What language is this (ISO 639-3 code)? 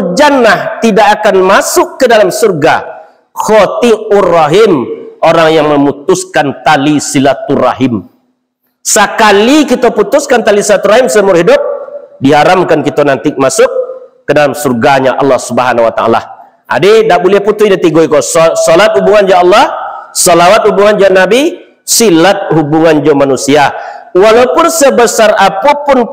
min